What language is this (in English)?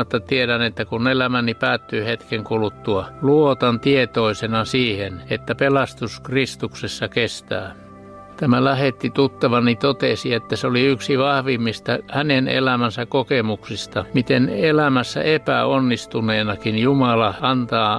Finnish